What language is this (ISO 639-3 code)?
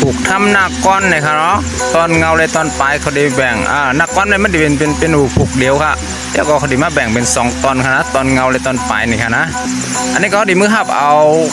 shn